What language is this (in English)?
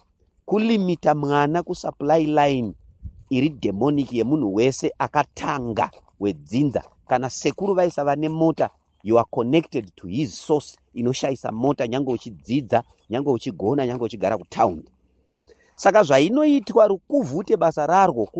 Shona